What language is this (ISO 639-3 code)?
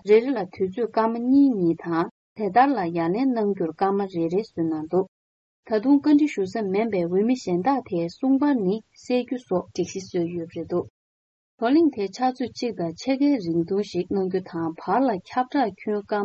bod